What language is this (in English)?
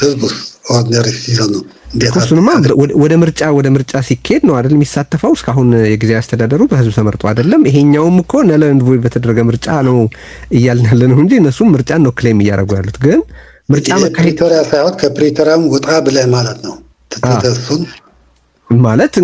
Amharic